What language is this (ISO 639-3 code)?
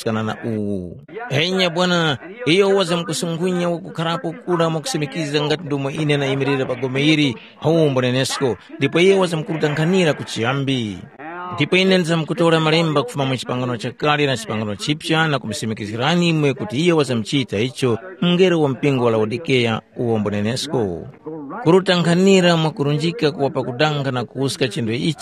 tum